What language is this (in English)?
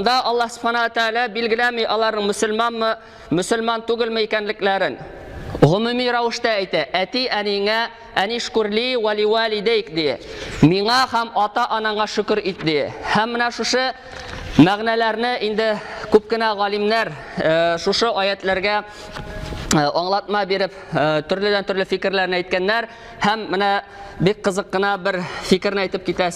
Tatar